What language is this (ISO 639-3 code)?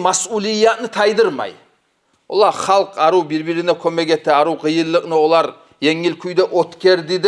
kum